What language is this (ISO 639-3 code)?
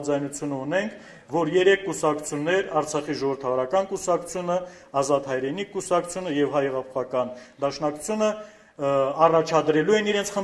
hye